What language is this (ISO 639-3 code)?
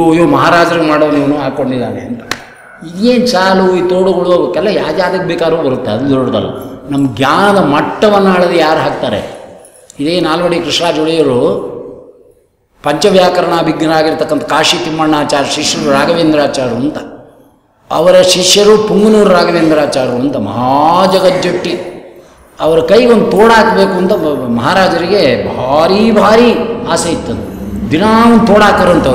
kan